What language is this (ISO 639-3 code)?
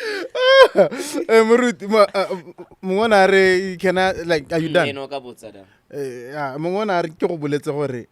tsn